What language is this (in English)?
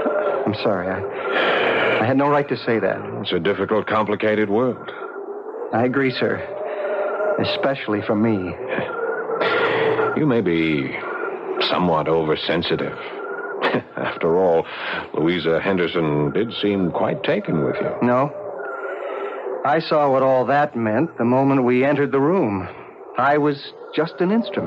English